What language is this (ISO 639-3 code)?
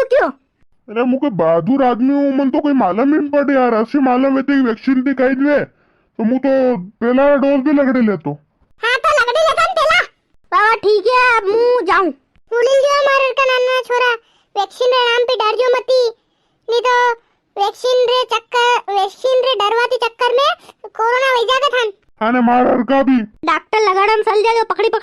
raj